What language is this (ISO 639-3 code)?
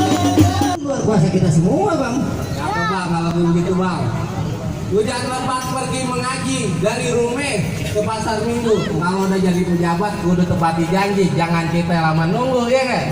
bew